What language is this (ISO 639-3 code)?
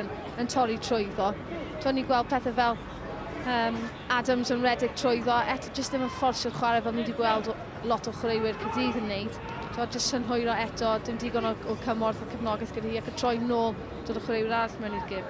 cym